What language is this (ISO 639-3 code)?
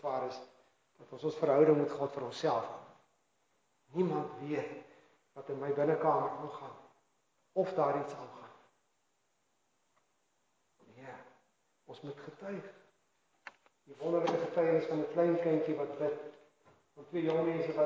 afr